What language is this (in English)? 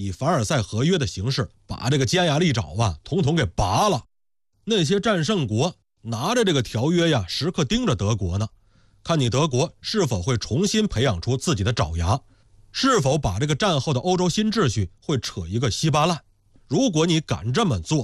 Chinese